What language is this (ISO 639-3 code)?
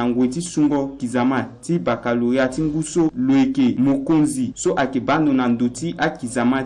sag